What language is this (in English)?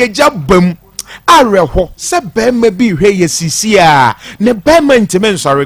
Akan